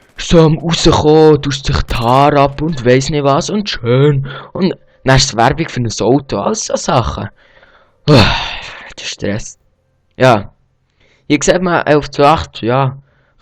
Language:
Swiss German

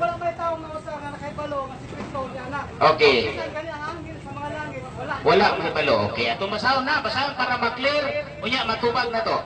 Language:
Cebuano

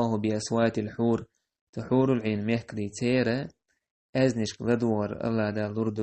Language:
Chechen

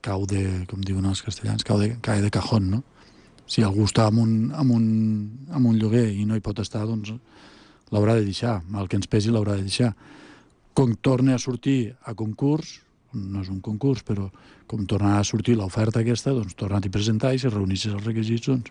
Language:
Catalan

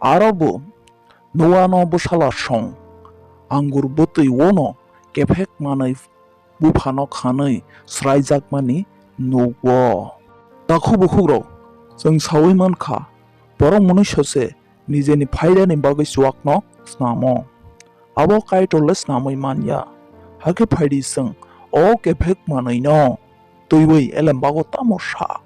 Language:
Kok Borok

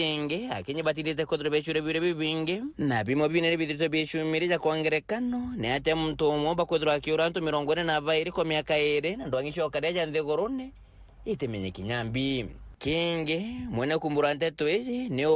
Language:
Meru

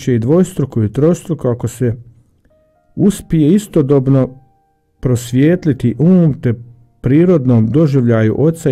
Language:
Croatian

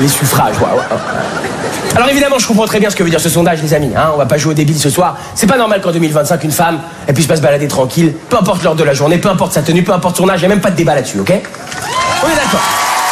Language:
French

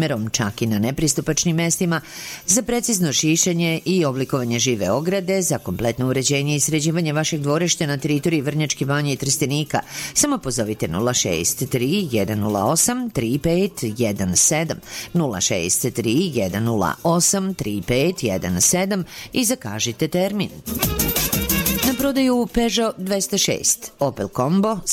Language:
Serbian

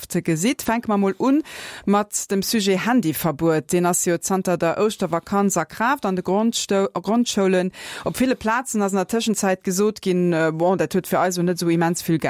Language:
Luxembourgish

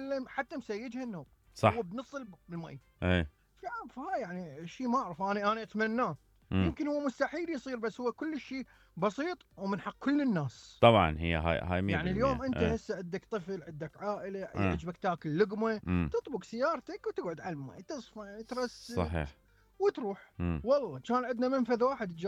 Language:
Mesopotamian Arabic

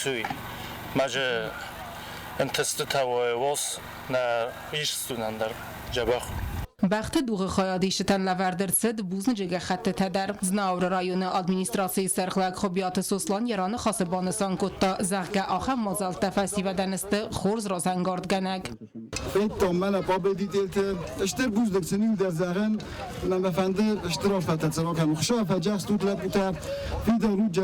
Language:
Ossetic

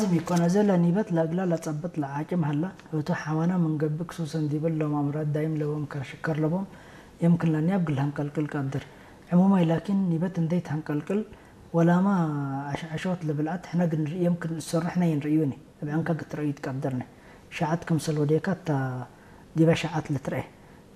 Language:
Tigrinya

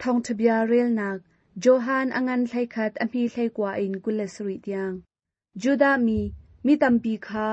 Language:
Hakha Chin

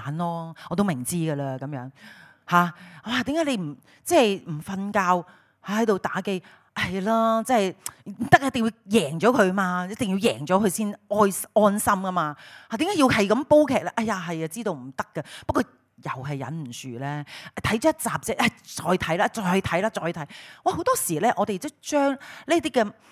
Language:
Cantonese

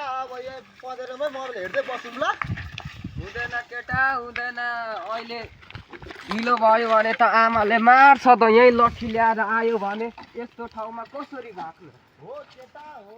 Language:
Nepali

